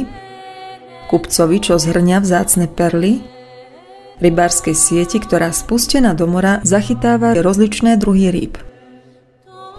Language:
Slovak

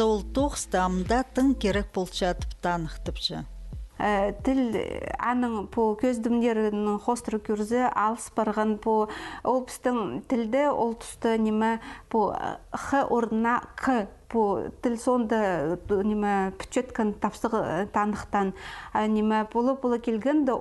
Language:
Khakas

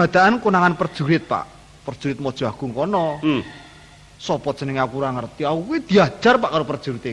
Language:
Javanese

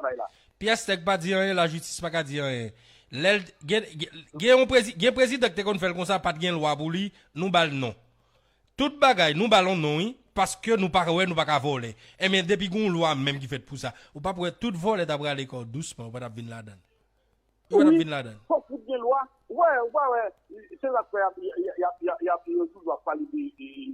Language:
Haitian Creole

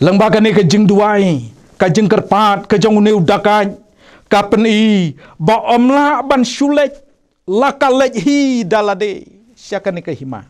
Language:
Khasi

